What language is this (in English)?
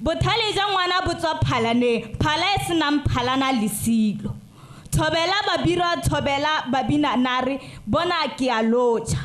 Tswana